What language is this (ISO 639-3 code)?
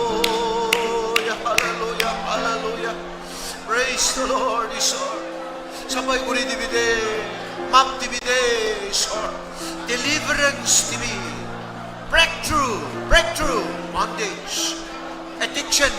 nag